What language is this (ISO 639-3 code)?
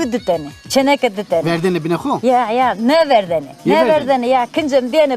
zza